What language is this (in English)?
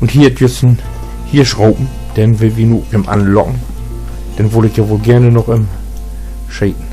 Low German